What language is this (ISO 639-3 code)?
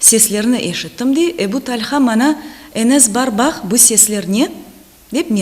crh